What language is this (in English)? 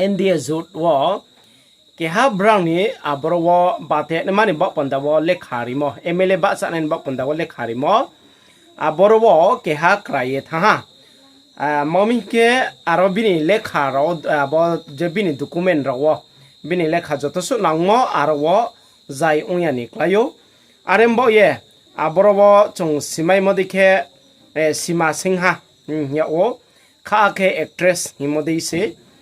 Riang (India)